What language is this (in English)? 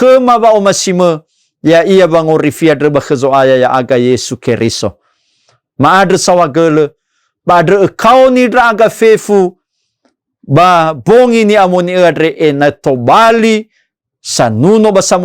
Nias